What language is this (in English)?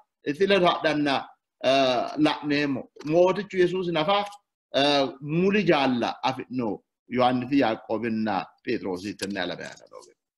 Sidamo